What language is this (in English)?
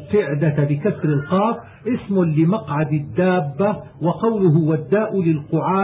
Arabic